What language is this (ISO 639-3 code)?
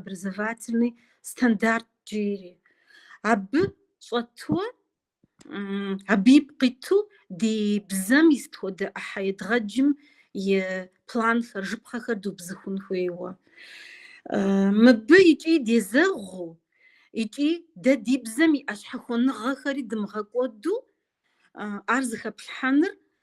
kbd